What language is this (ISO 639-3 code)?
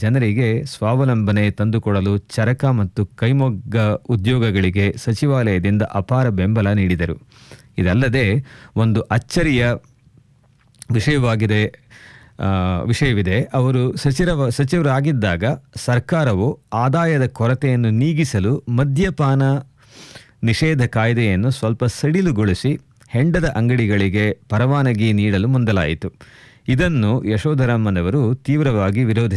kan